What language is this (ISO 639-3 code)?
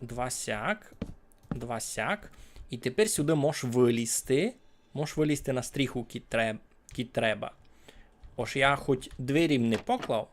rue